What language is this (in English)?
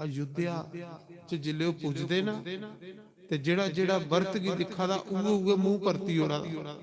Dogri